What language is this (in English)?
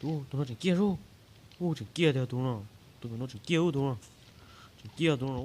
Hmong